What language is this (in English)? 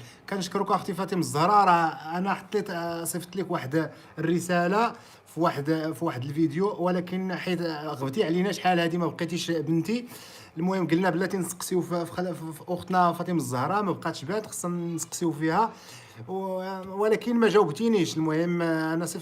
Moroccan Arabic